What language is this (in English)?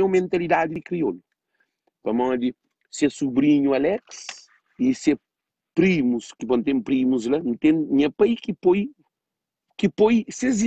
Kabuverdianu